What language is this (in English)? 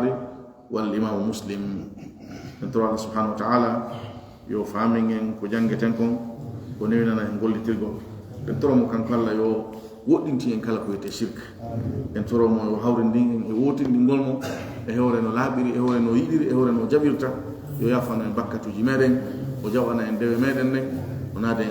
Fula